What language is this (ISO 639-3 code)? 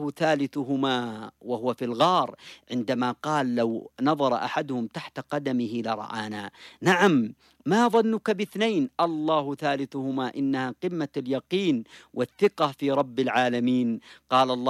ara